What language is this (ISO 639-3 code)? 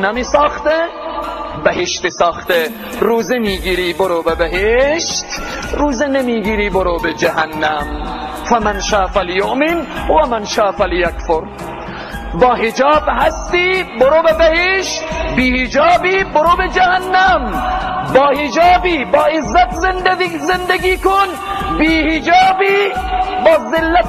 tgk